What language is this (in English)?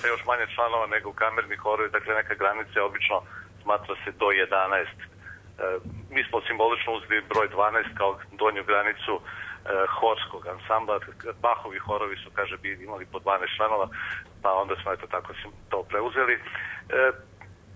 Serbian